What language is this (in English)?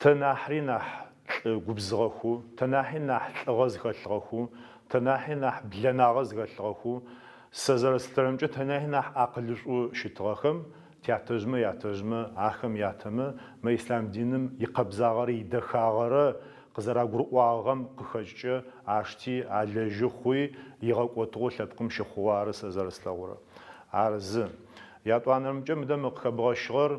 Adyghe